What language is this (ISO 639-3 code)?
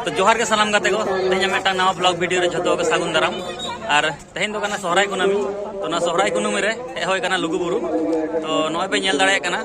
sat